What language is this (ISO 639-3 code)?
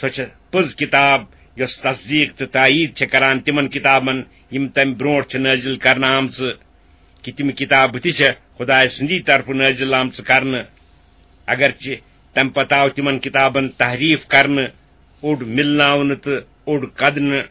kas